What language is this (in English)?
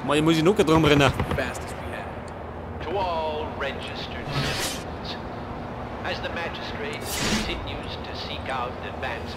Bavarian